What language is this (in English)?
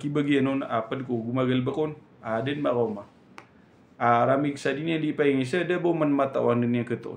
Maranao